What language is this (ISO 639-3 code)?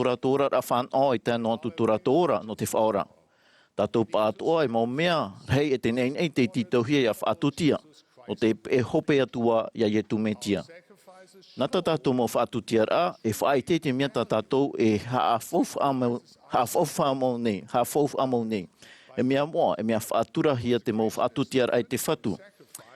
tah